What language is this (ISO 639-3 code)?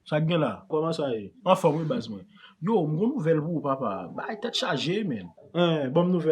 hat